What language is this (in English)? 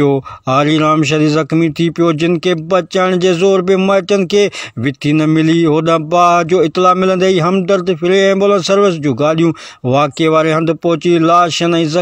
Sindhi